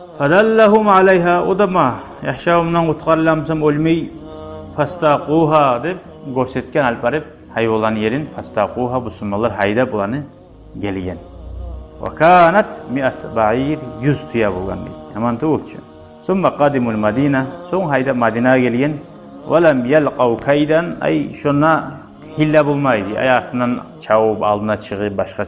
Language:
Kumyk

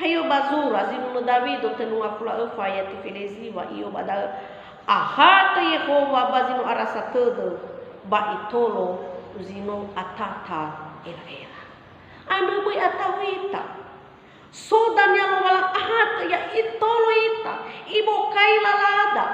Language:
Nias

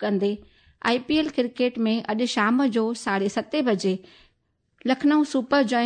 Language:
Sindhi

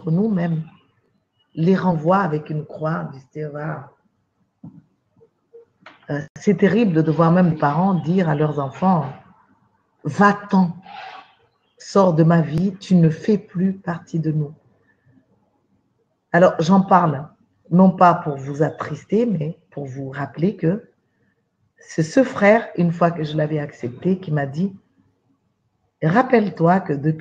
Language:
French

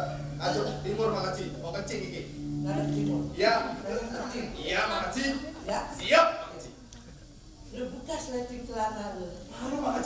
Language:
Betawi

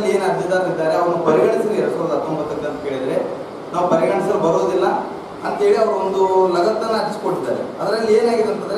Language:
Kannada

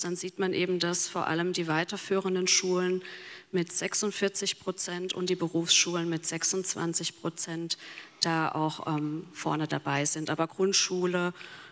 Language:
German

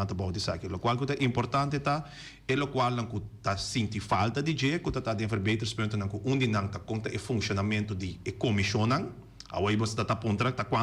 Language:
Papiamento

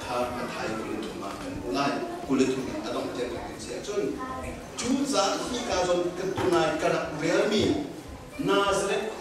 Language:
Hakha Chin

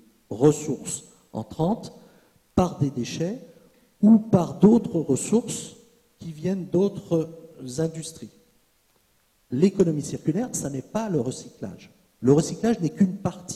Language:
French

